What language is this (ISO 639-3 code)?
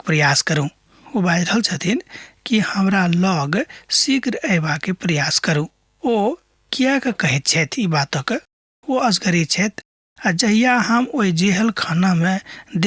mai